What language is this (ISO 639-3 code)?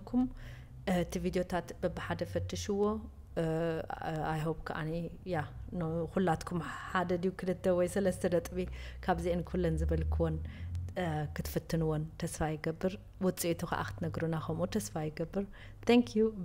tir